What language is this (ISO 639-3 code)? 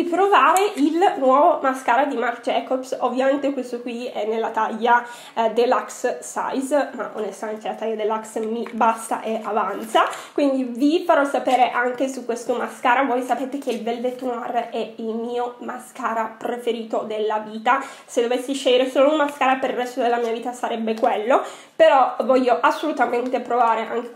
ita